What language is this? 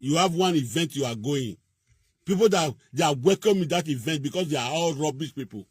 Nigerian Pidgin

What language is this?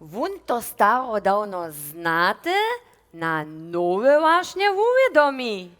Upper Sorbian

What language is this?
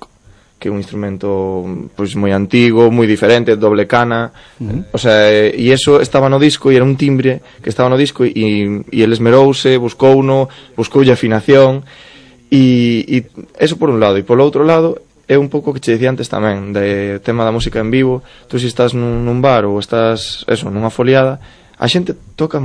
Galician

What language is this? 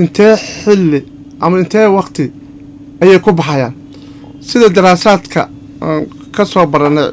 Somali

